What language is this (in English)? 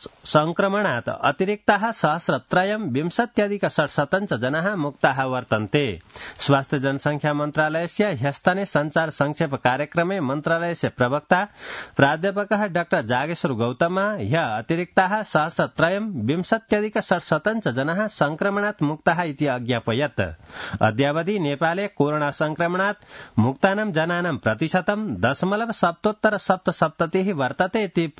Sanskrit